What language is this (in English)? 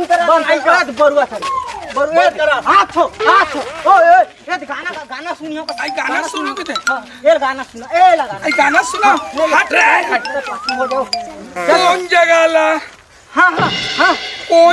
Chhattisgarhi